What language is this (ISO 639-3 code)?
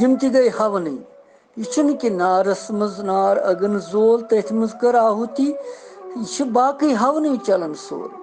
kas